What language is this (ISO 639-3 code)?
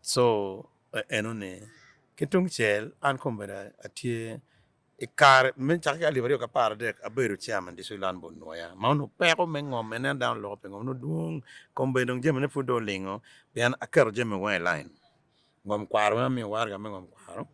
ach